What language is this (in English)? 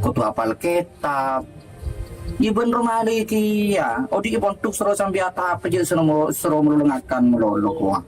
Madurese